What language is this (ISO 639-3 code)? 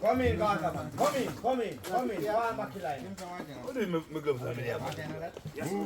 jam